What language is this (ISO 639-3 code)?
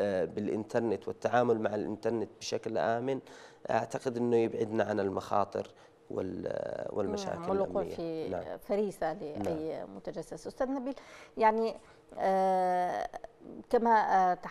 ara